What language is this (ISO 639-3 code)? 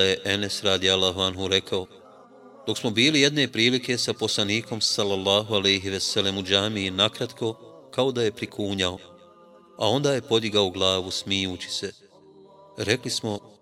bos